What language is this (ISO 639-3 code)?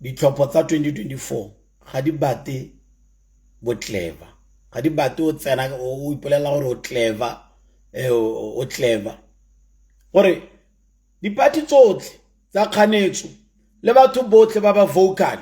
tsn